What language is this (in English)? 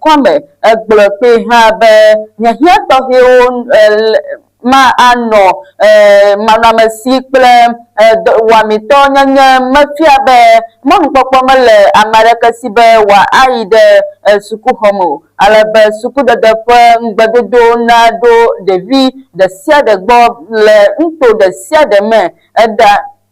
Ewe